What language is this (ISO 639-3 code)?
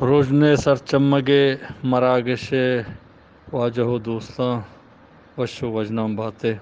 bgp